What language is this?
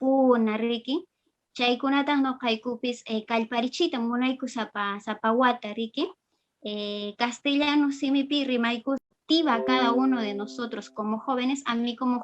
Quechua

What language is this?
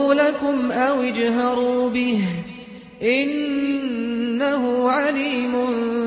Azerbaijani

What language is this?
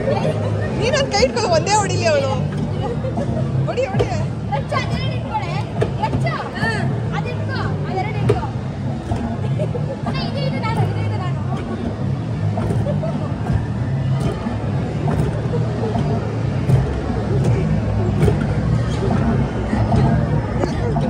Kannada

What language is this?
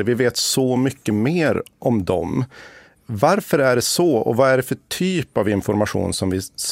Swedish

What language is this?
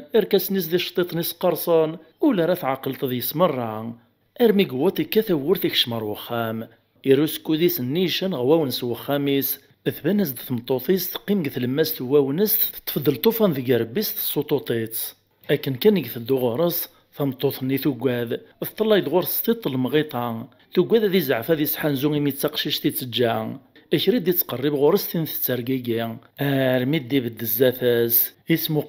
Kabyle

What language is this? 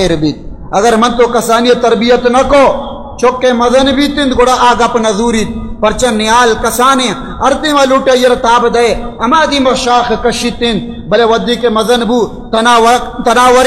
Baluchi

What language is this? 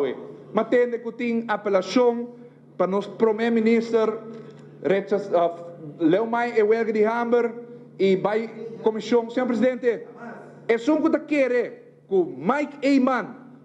Papiamento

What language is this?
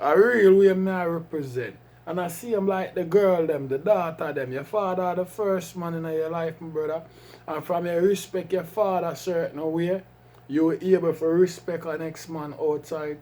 Jamaican Creole English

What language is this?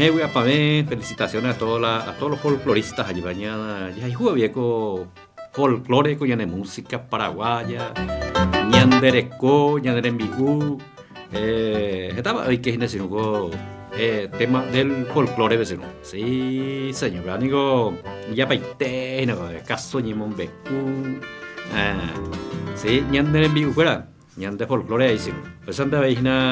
Guarani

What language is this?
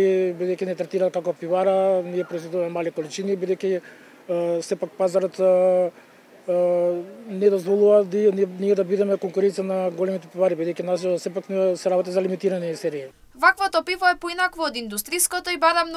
Macedonian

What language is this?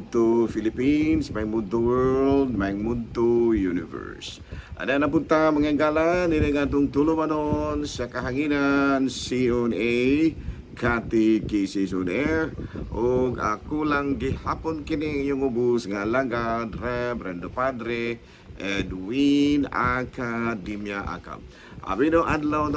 Cebuano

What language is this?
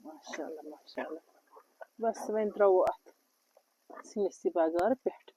Kashmiri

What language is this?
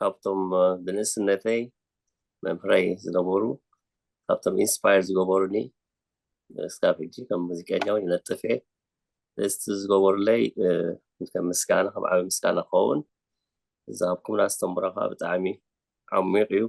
Tigrinya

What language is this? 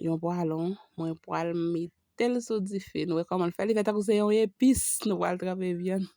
Haitian Creole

